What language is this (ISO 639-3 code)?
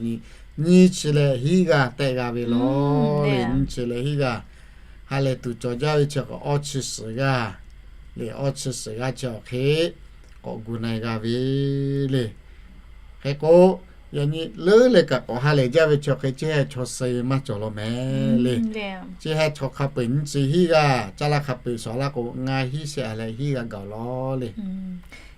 lhu